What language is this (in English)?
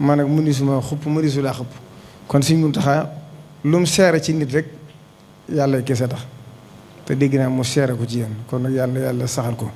Wolof